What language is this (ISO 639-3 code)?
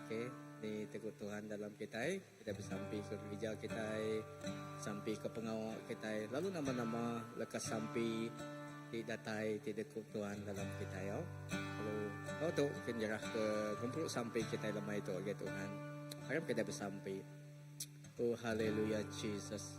iba